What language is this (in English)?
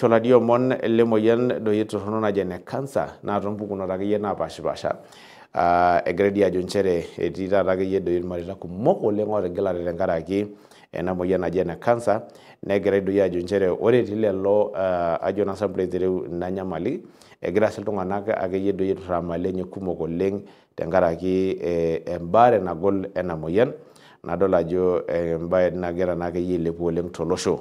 Masai